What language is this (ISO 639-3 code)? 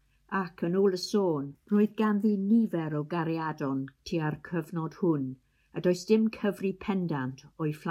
cym